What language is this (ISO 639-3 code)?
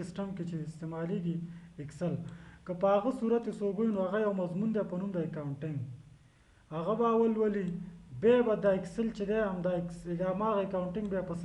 pus